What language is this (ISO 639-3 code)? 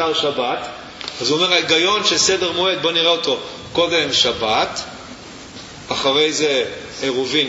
heb